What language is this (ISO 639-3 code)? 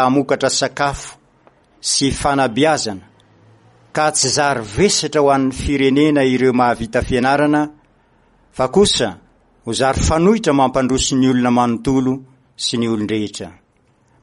mlg